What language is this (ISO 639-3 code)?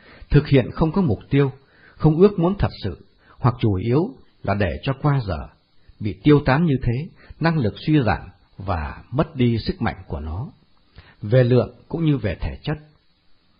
vie